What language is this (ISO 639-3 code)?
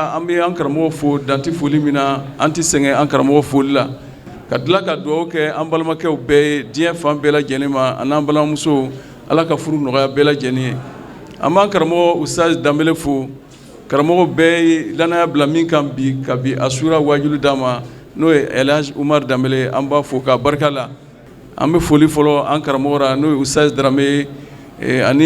bam